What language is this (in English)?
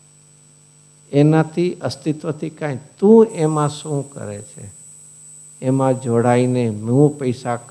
Gujarati